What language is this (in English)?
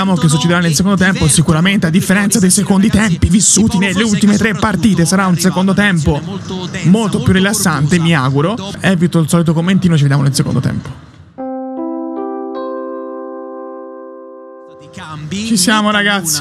Italian